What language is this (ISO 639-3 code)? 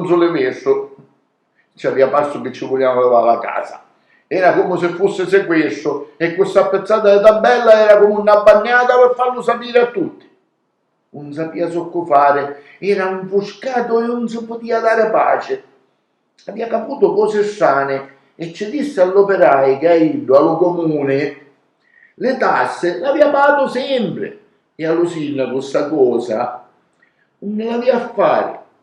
scn